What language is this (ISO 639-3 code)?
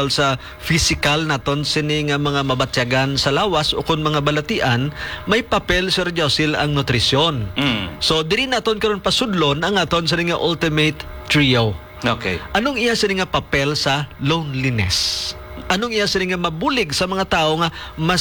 hil